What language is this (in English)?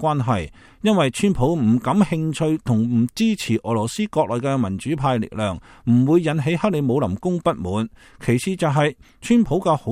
Cantonese